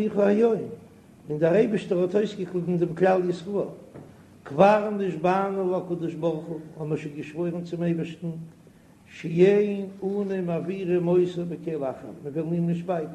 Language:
Yiddish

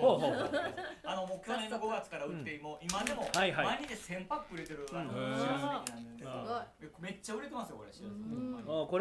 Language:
Japanese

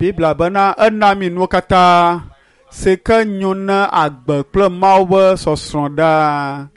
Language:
Ewe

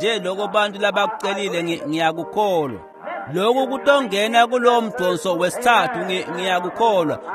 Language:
Swati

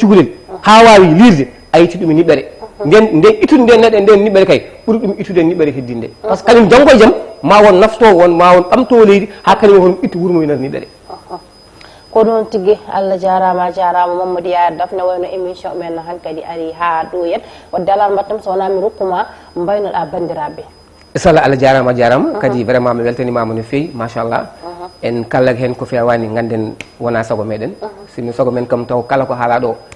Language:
Fula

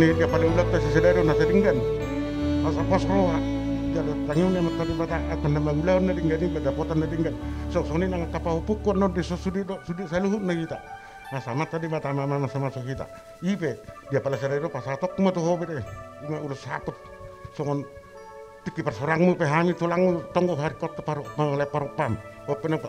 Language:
Batak Toba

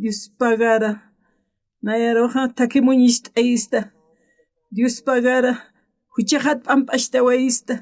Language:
Aymara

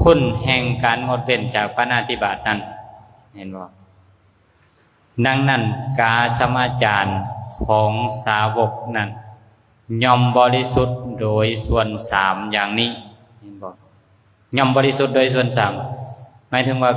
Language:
Lao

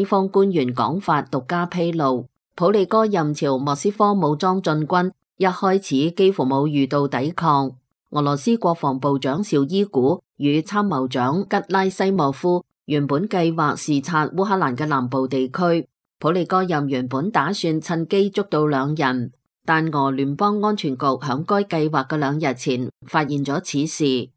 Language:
Cantonese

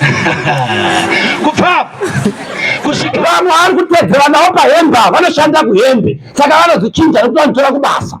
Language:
Shona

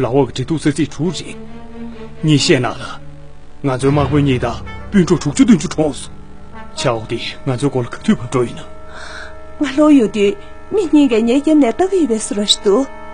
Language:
Tibetan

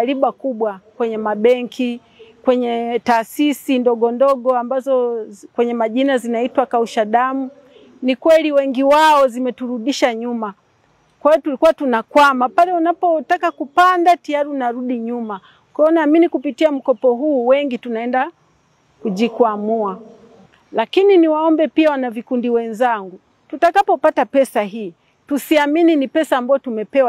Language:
Swahili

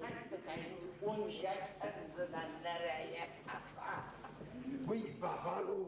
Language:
Ossetic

